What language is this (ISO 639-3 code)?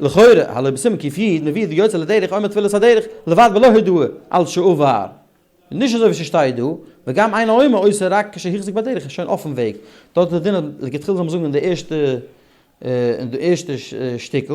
yid